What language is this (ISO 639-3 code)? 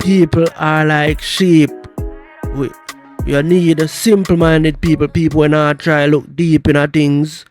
jam